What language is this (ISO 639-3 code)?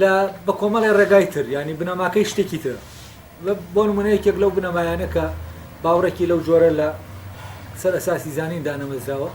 ckb